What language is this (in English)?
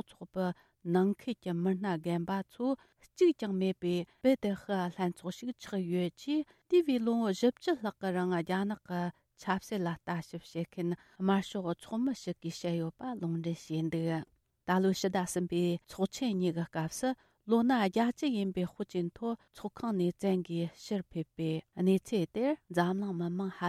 Tibetan